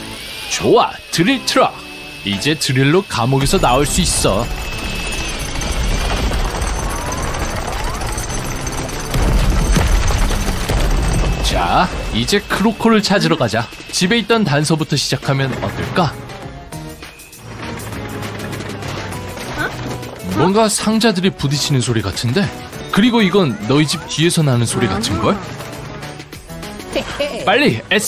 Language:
Korean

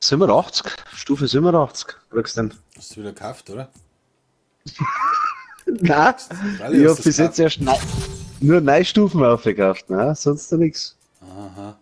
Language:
Bavarian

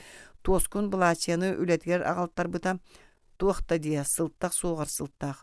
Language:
Yakut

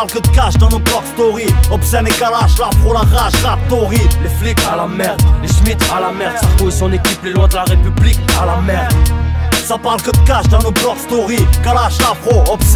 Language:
French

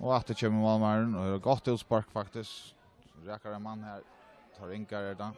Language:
Faroese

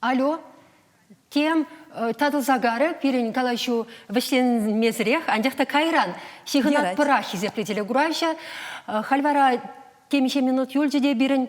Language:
Chuvash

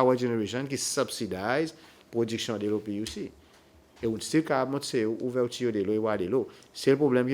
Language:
Seselwa Creole French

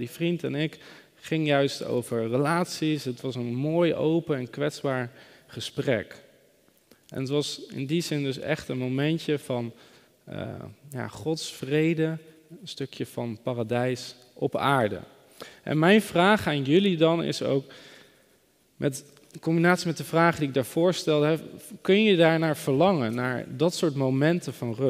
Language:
Dutch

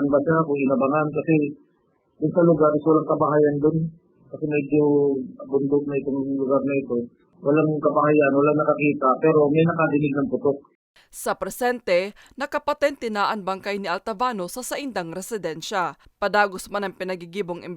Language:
Bikol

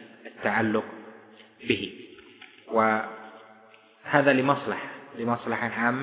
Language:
Arabic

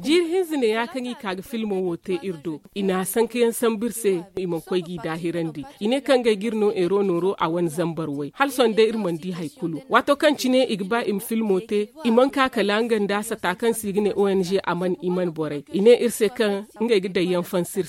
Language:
Zarma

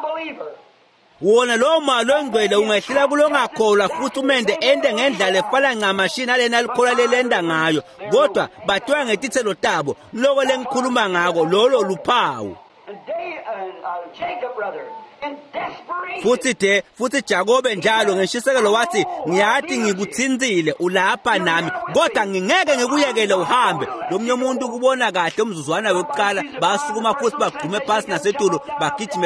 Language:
Swati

